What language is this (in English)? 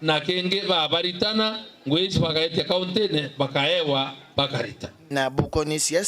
Meru